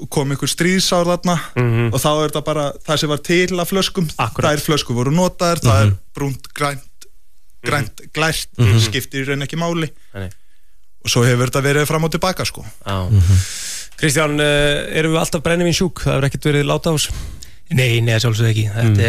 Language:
Icelandic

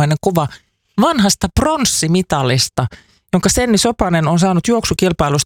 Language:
Finnish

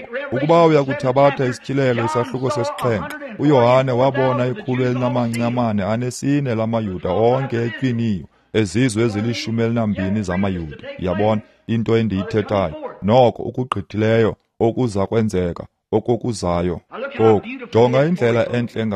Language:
Xhosa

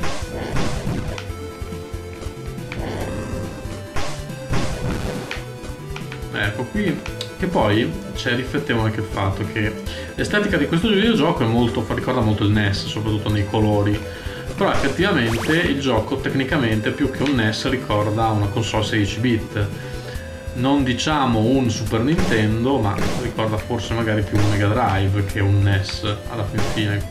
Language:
Italian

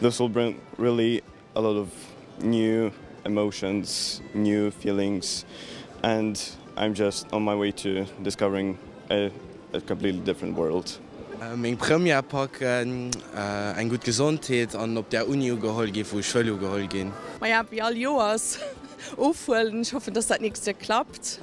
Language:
Luxembourgish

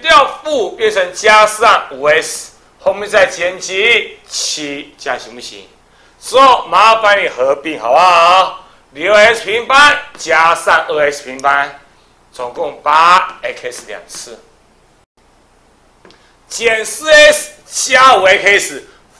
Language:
Chinese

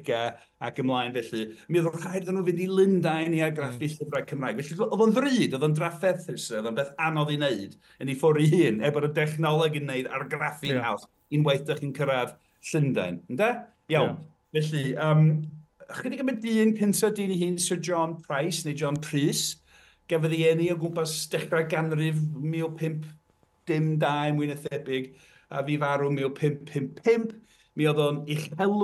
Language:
Welsh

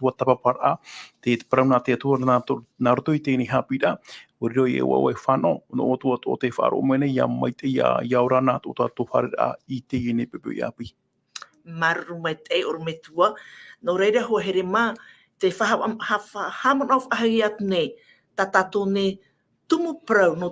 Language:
Tahitian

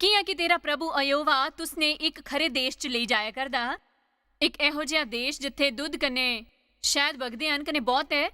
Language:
Dogri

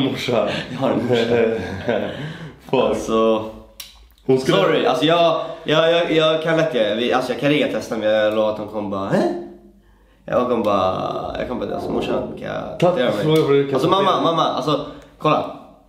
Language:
Swedish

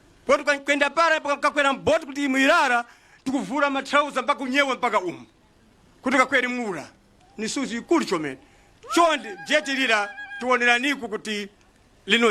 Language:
Nyanja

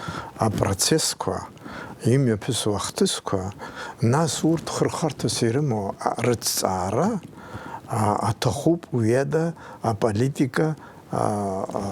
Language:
Abkhazian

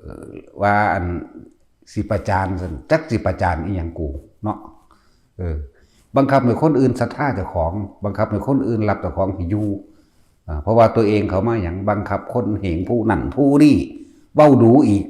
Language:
Northeastern Thai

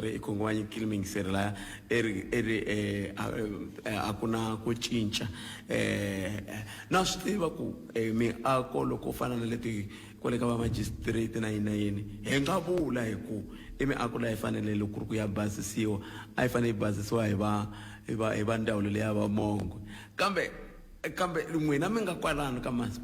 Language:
Tsonga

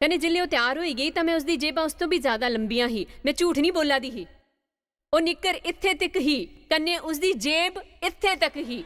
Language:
Dogri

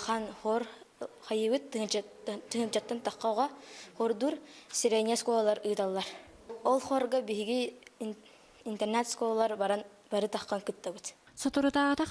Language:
Yakut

